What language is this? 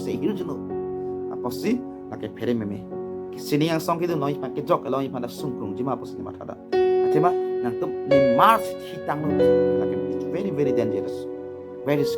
Karbi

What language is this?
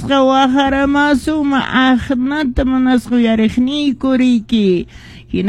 Quechua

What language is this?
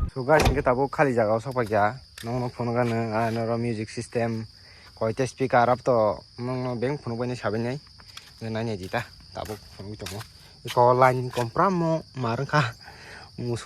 Kok Borok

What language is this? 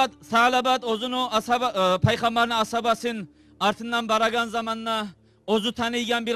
Kumyk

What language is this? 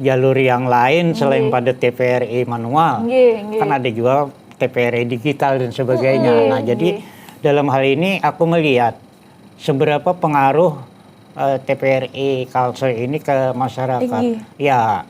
Banjar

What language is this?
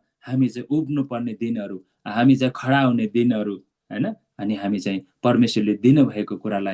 Nepali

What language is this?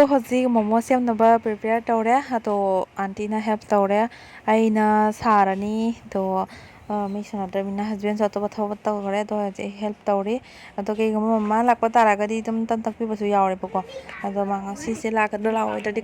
Manipuri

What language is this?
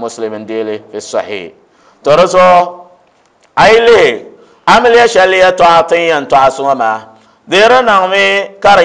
Dagbani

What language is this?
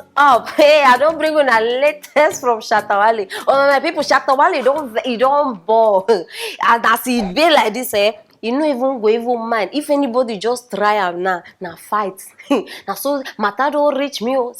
Nigerian Pidgin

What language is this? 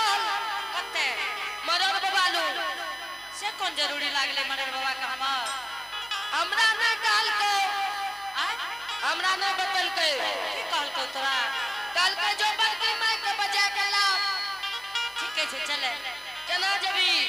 Angika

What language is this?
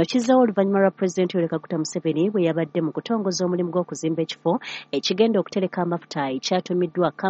Ganda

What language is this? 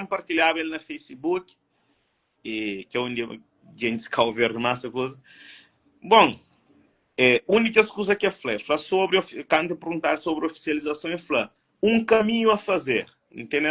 Kabuverdianu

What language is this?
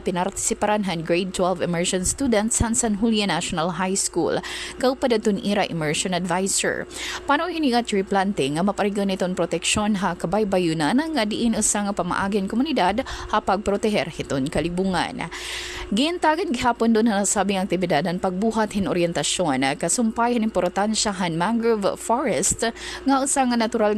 Waray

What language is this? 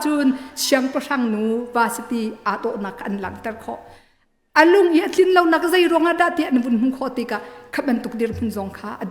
Hakha Chin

